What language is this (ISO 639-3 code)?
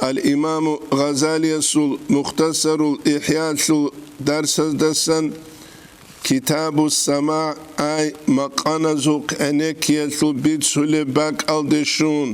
ava